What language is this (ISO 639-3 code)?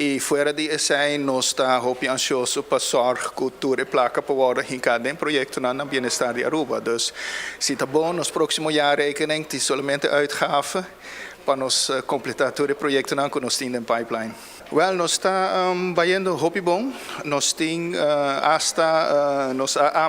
pap